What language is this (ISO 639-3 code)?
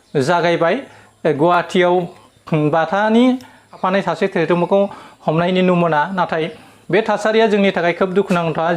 brx